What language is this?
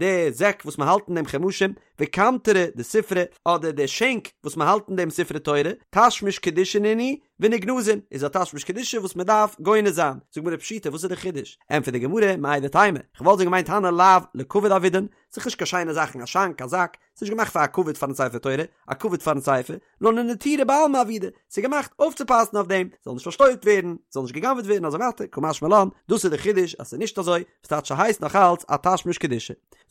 Yiddish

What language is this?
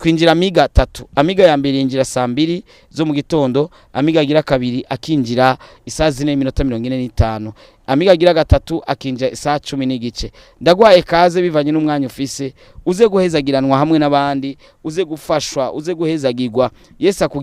Rundi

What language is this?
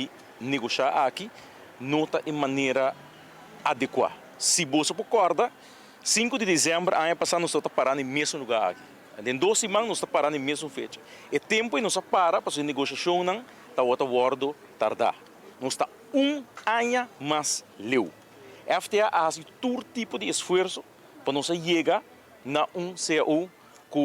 Papiamento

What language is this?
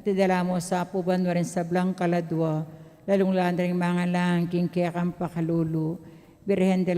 Pampanga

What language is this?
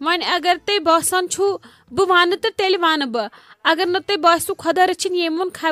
Kashmiri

